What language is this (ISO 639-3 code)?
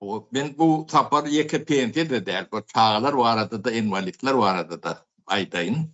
tuk